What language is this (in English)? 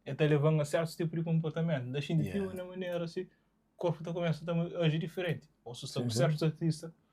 Kabuverdianu